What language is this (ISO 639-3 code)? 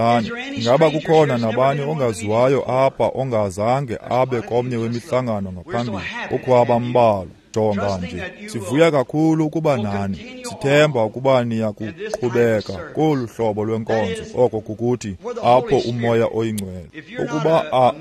xho